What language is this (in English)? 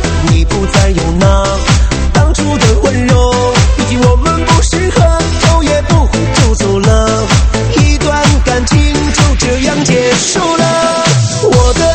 Chinese